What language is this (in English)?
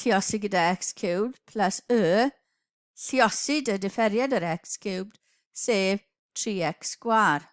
Welsh